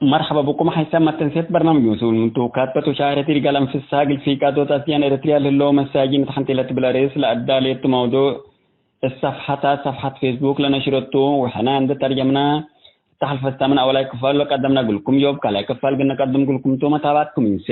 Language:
Tigre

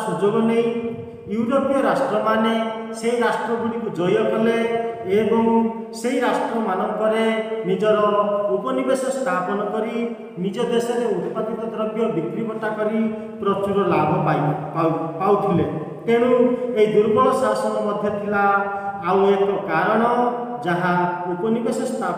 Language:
Odia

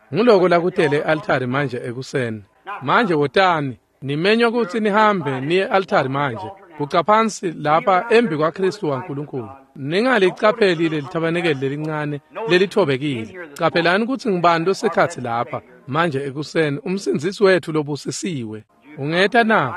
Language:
Swati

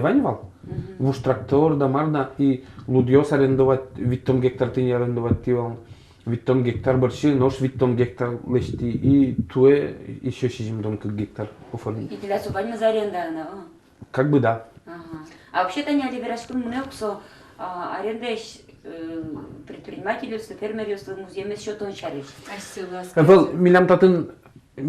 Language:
Udmurt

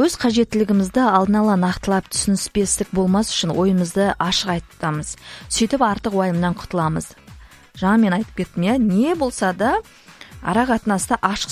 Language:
Kazakh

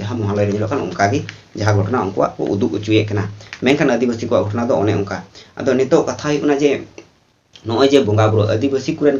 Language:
Santali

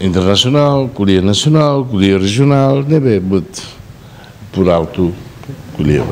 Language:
Tetum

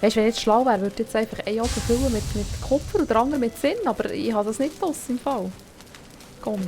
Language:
Swiss German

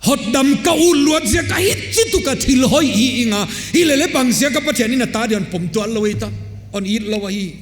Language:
Paite Chin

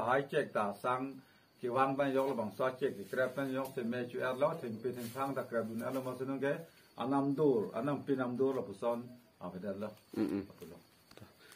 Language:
Karbi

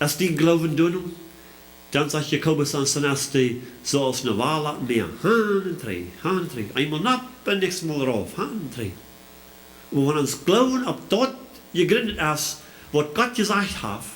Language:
Plautdietsch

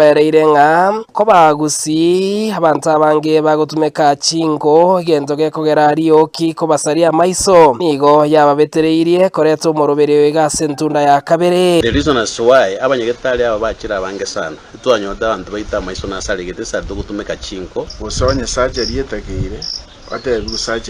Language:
Gusii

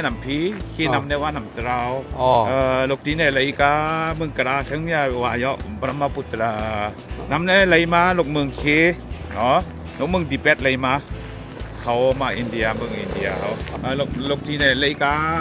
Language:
Shan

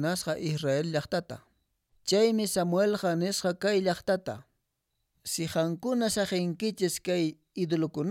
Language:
Quechua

